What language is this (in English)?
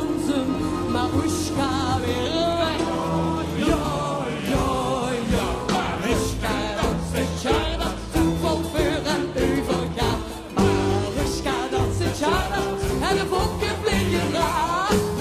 Limburgish